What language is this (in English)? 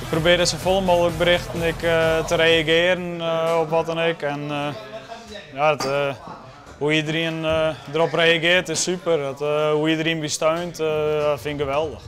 Western Frisian